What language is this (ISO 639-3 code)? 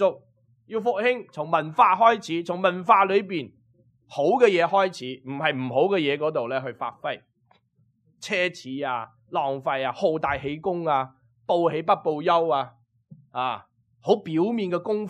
yue